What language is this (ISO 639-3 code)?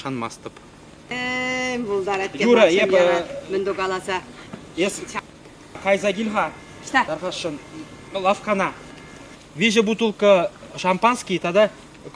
chv